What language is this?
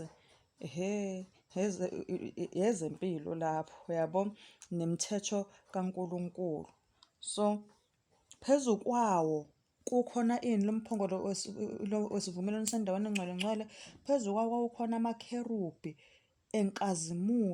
Zulu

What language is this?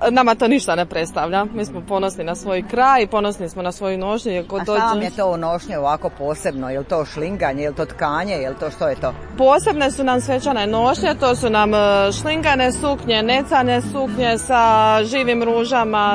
Croatian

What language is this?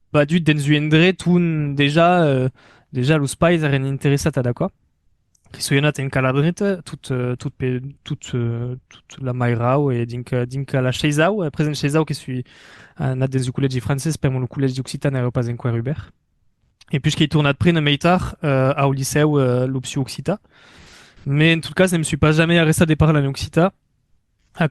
Occitan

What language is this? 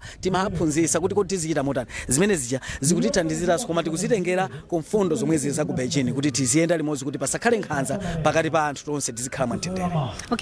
Nyanja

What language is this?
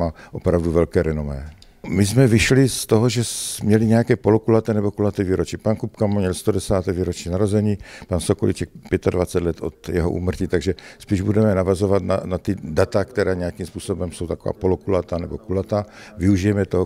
Czech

